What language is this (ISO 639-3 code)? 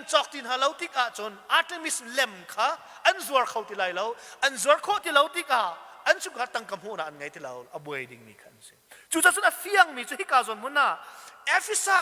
cnh